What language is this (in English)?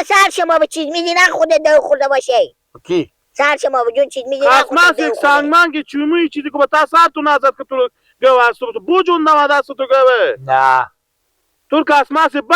Persian